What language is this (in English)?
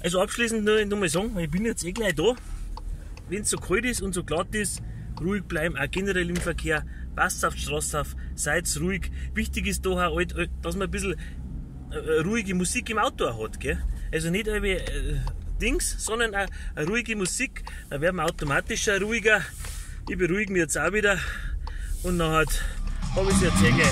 Bavarian